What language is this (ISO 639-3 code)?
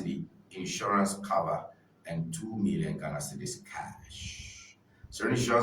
ewe